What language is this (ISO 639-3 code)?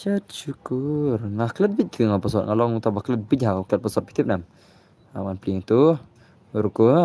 kha